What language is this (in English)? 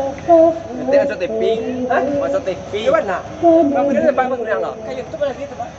Minangkabau